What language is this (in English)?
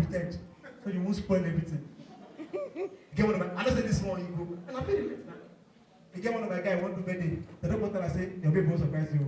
Nigerian Pidgin